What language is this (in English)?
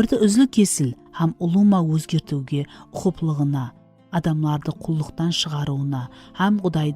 Kara-Kalpak